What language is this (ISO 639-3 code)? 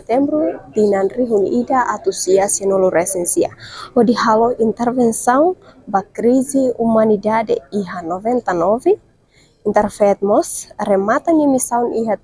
tet